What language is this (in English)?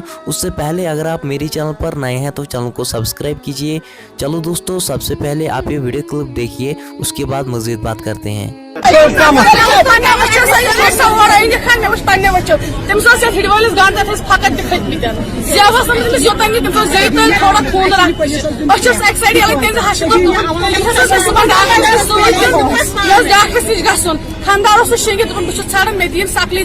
Kashmiri